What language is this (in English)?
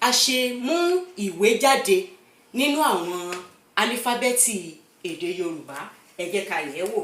Yoruba